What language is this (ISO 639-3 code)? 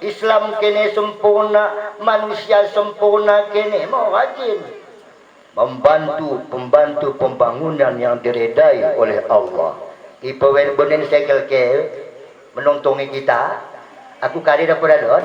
btd